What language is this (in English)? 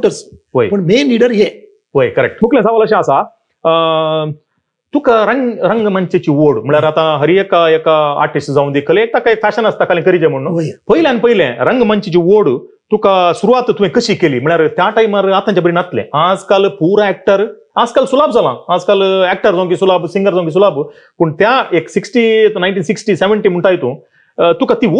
Konkani